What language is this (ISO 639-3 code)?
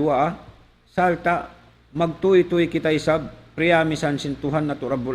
tsg